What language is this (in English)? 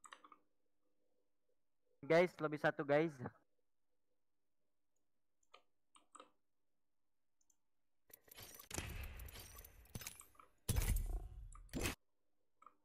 Indonesian